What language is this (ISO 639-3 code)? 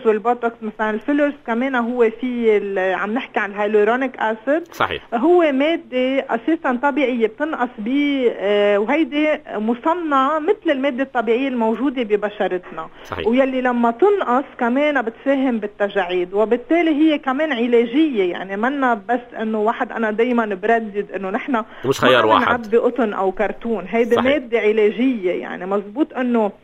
apc